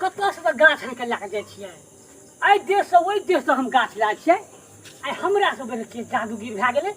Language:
Maithili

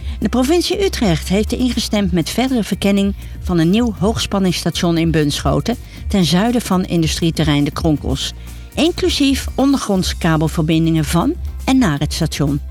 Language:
Dutch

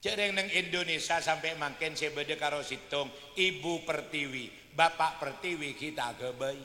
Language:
Madurese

